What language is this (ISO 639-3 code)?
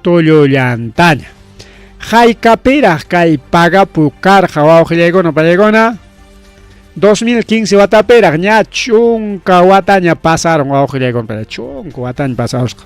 quy